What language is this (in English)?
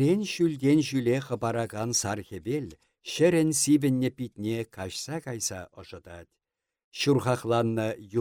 Chuvash